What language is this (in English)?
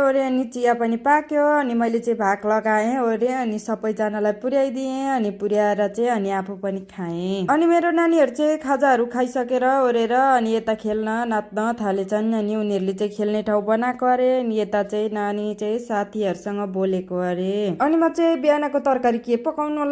Nepali